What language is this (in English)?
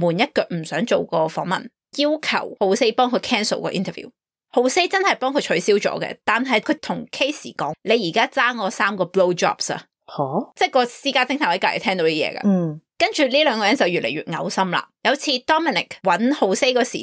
Cantonese